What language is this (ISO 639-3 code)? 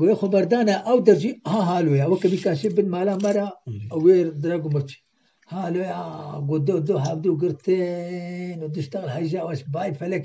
kur